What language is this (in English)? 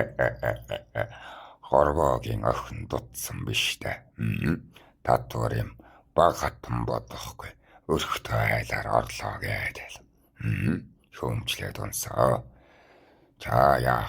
Mongolian